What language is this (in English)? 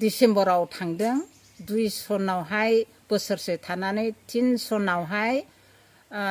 Bodo